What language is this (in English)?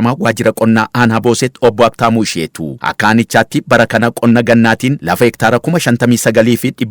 Oromo